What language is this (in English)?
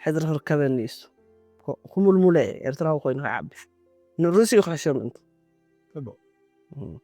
Tigrinya